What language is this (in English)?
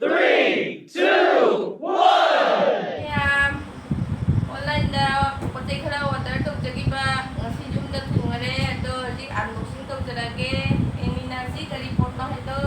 Manipuri